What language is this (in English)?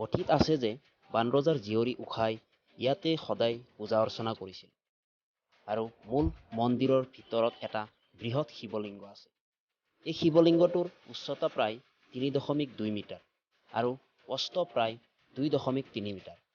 Assamese